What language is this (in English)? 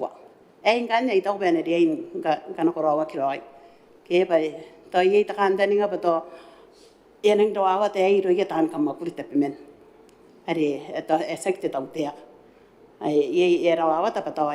Gilbertese